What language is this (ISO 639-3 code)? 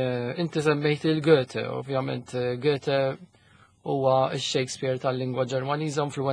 mlt